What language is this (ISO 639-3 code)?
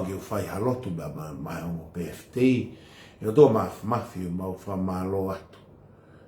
ton